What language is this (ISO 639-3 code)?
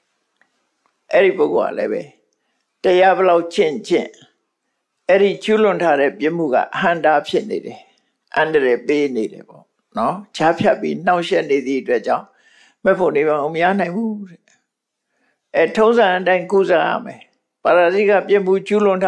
mya